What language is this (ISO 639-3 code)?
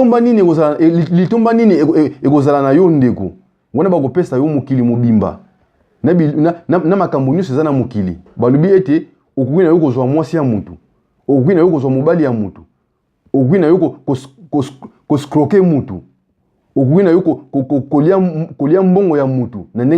lin